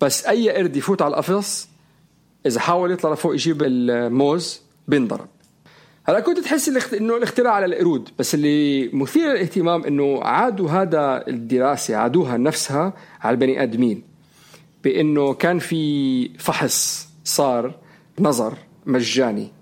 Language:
North Levantine Arabic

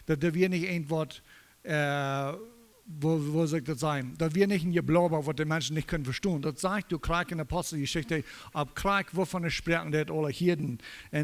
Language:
Plautdietsch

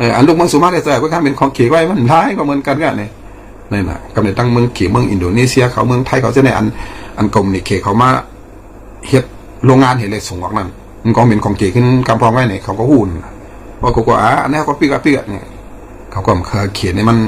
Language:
Shan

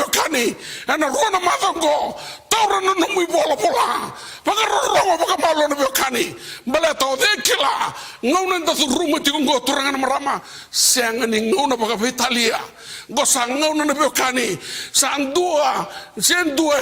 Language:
Fijian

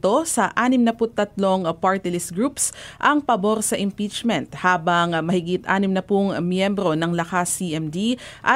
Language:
Filipino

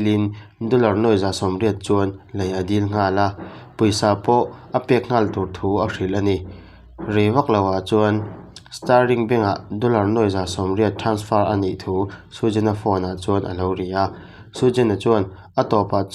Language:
Mizo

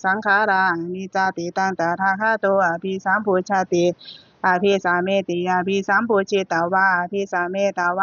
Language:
Pali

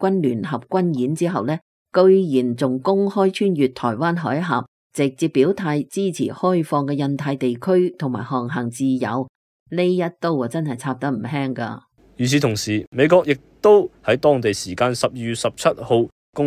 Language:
Cantonese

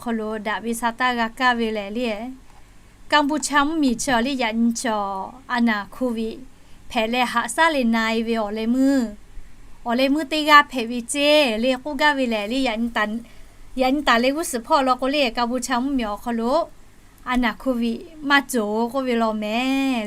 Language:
Lahu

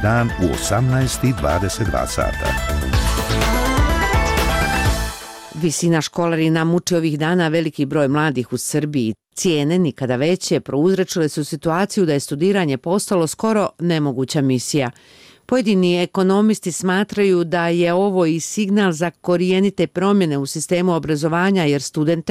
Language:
Bosnian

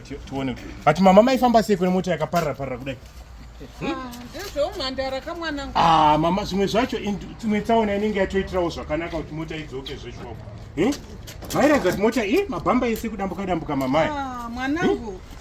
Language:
Shona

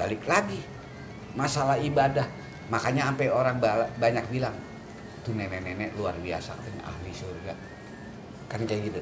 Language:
Betawi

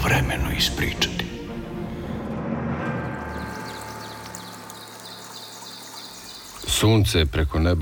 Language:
Serbian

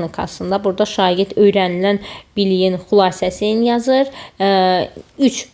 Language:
Azerbaijani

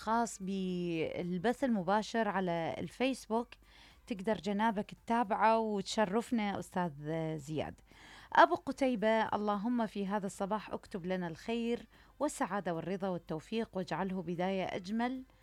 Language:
Mesopotamian Arabic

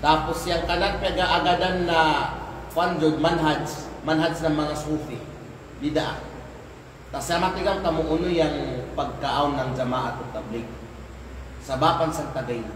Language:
Kalagan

